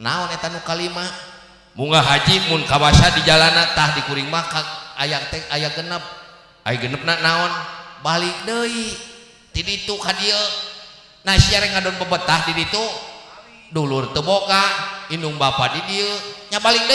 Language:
Sundanese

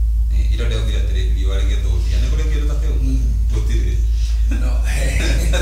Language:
Kikuyu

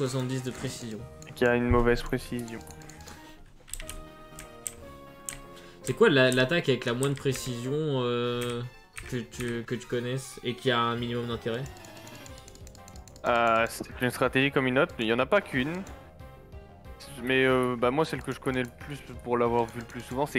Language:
French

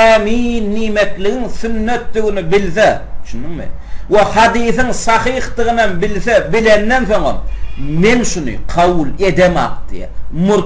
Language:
Turkmen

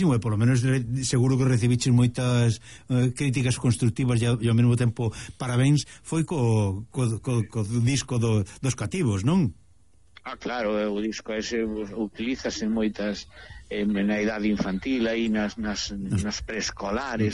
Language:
Galician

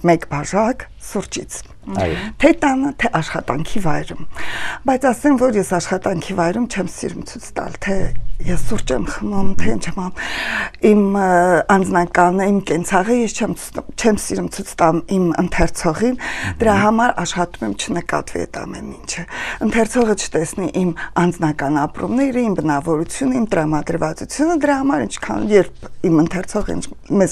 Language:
Armenian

